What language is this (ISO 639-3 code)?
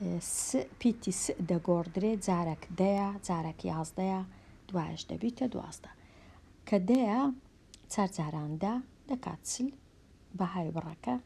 ckb